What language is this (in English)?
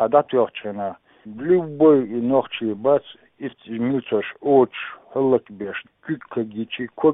Chechen